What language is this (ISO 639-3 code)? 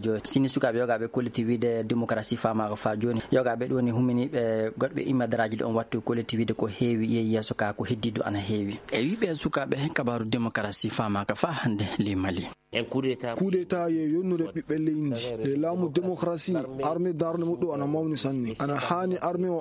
ful